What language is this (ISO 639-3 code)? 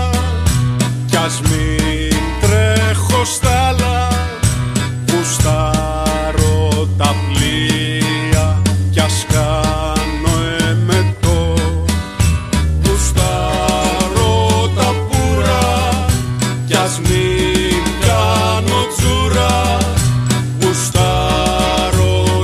ell